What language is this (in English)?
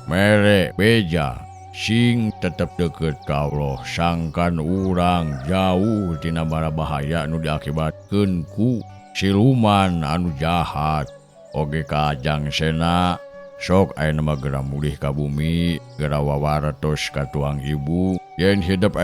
Sundanese